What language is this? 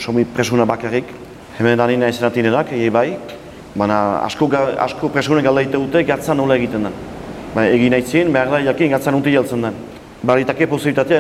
Basque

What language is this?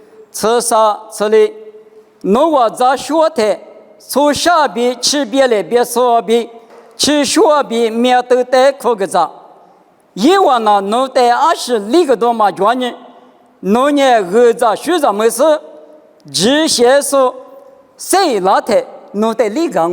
Lisu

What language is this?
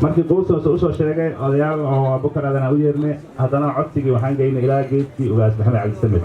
Somali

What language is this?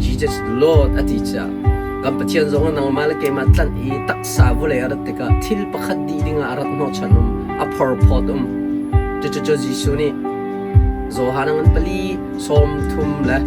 Hakha Chin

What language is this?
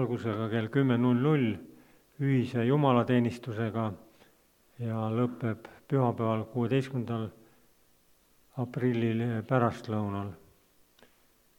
Estonian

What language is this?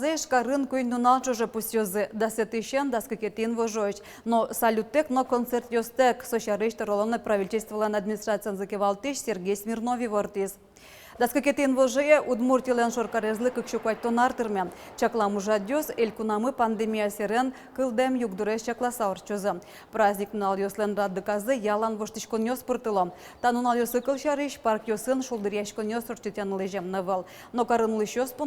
Udmurt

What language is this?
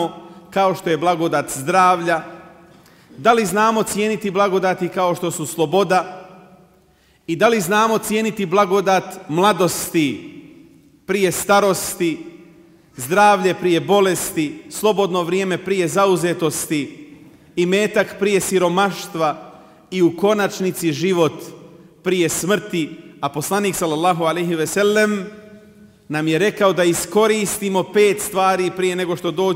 Bosnian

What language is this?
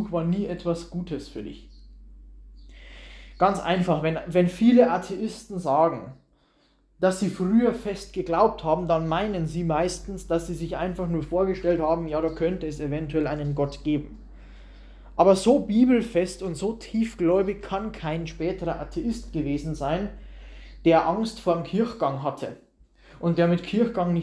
German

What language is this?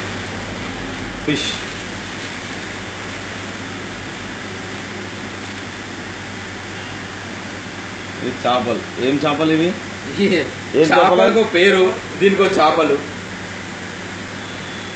Telugu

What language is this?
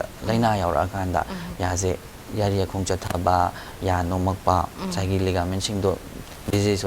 Manipuri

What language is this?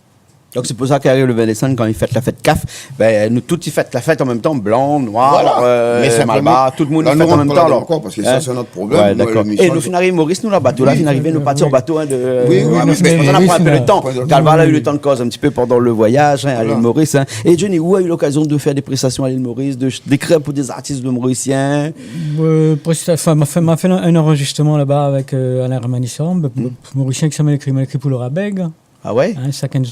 Réunion Creole French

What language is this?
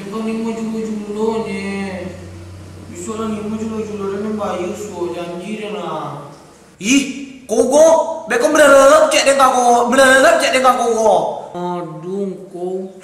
Minangkabau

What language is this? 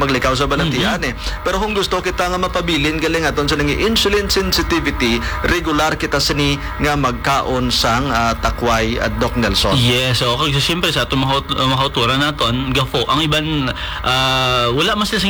Hiligaynon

